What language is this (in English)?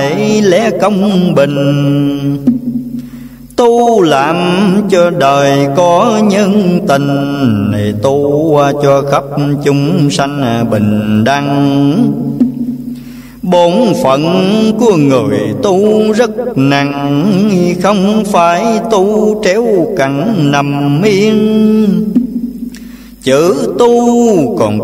Vietnamese